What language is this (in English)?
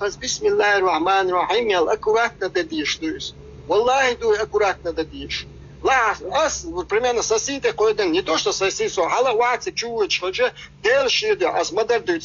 Chechen